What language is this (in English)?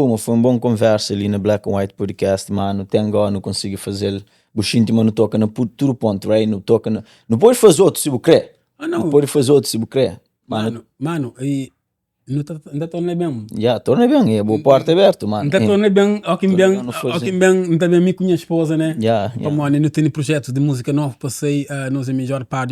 Kabuverdianu